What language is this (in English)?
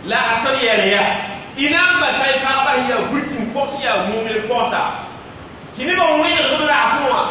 Mossi